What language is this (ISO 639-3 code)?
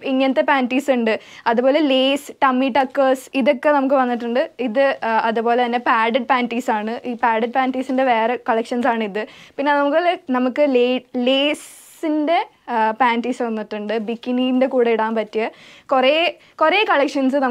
mal